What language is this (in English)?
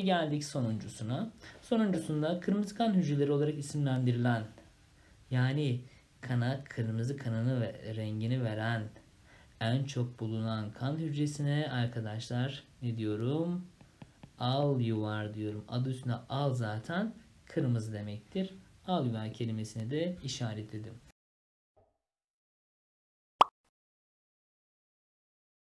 Turkish